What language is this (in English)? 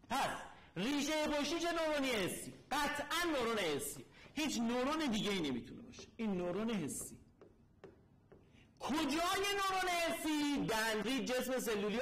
Persian